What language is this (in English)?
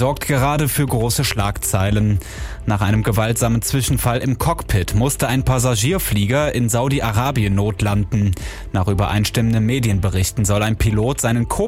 German